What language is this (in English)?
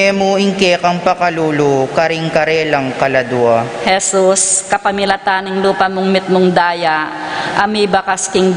Pampanga